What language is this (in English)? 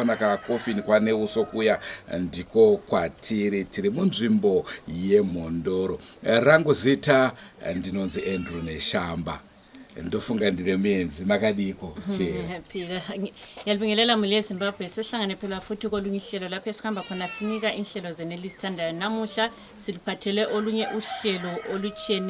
Shona